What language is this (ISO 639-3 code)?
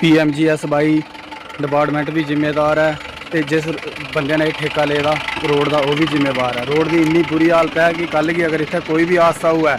doi